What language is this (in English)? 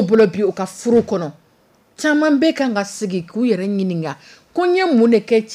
Dyula